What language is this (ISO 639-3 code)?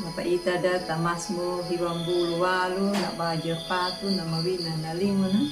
akg